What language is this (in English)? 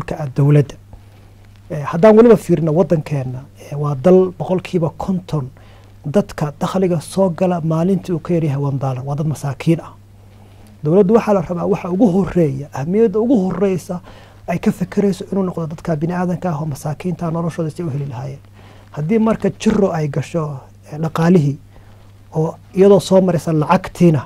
Somali